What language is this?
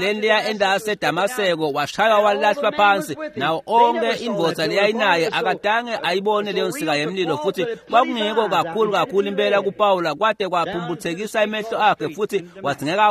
Swati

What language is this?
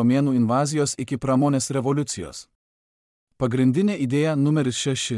Lithuanian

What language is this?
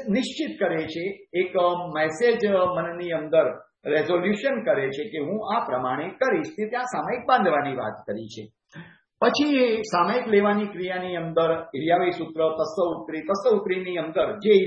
Gujarati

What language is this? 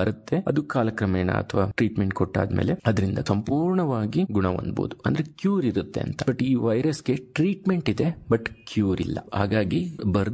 Kannada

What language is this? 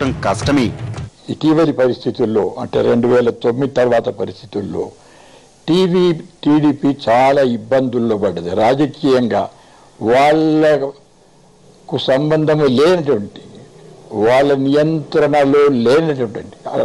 Telugu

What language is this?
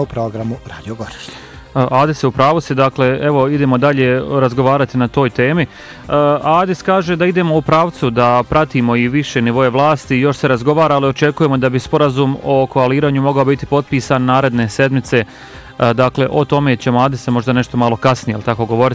Bosnian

